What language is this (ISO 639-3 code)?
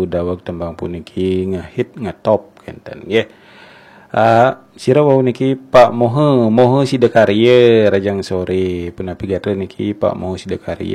ban